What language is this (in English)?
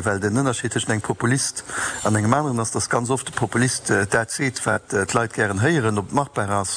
Luxembourgish